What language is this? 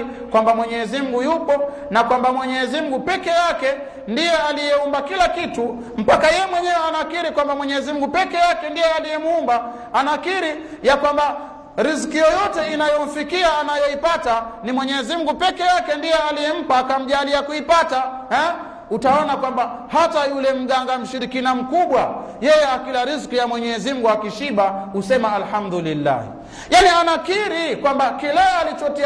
Swahili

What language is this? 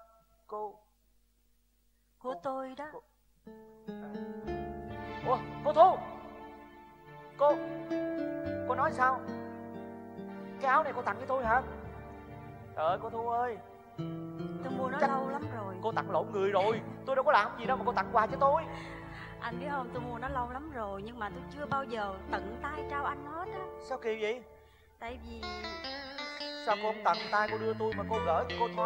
Vietnamese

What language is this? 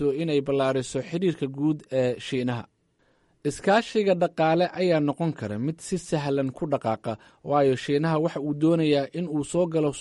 Somali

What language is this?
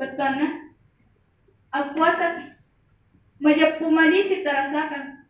Buginese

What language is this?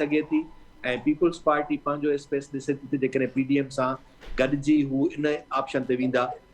Sindhi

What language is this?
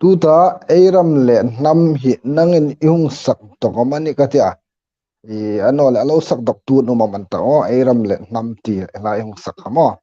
Hmar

